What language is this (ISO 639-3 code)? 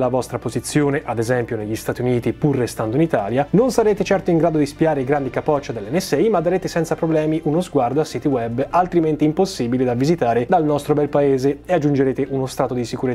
ita